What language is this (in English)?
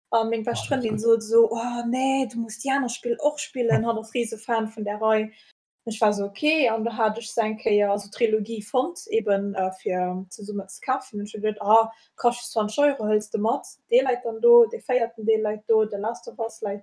Luxembourgish